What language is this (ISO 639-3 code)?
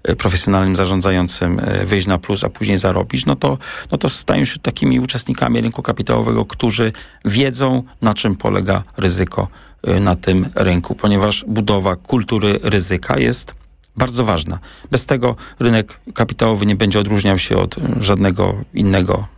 pol